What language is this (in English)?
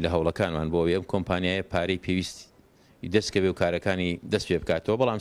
Central Kurdish